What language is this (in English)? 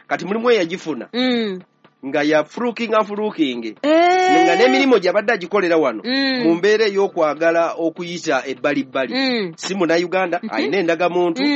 Ganda